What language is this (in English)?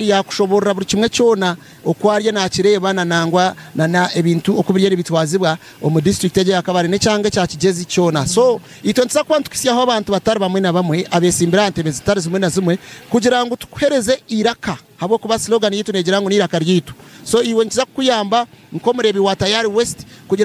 Nyankole